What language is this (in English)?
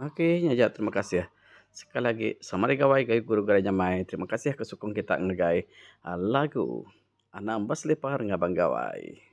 Iban